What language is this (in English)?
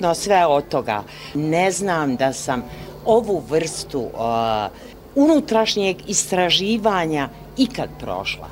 Bosnian